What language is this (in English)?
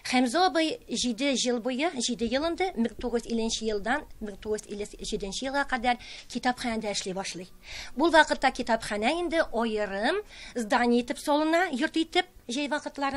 Tatar